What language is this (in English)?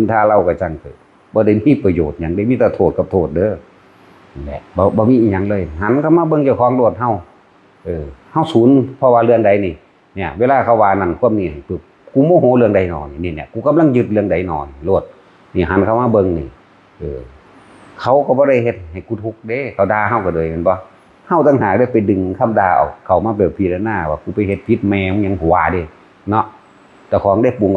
Northeastern Thai